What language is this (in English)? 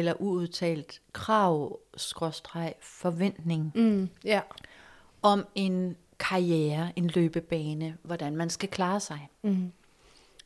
Danish